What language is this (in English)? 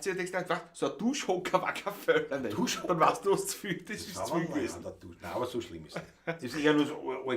Bavarian